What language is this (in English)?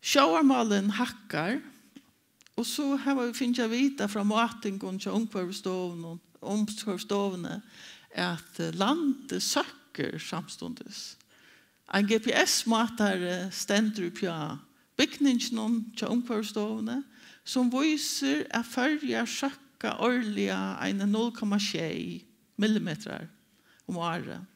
Faroese